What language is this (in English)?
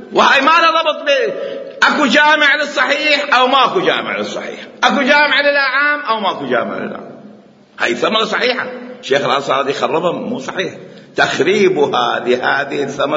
Mesopotamian Arabic